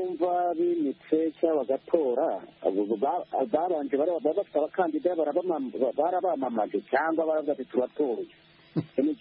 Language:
Kinyarwanda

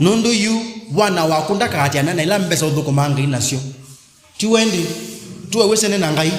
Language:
Kamba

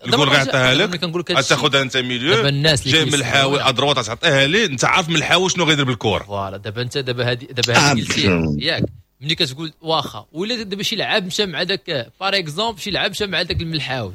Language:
Moroccan Arabic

